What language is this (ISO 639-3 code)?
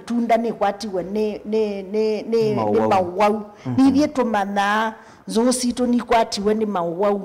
kam